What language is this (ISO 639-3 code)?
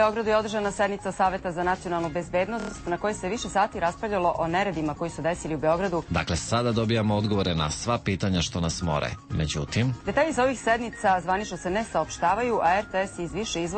srp